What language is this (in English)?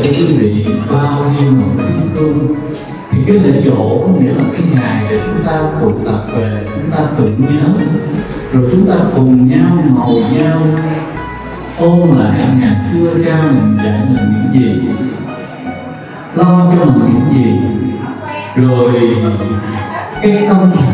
Vietnamese